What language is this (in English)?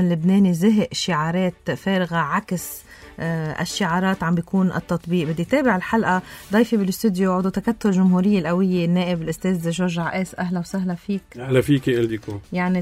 North Levantine Arabic